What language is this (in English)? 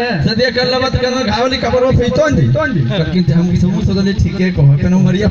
Magahi